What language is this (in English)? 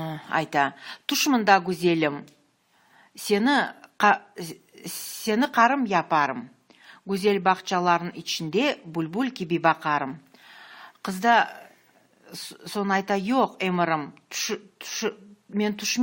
Crimean Tatar